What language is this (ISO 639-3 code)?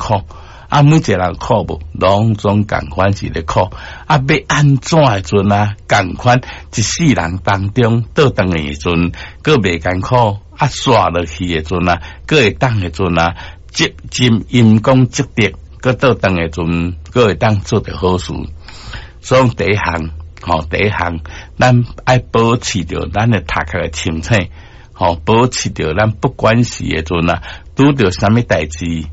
nan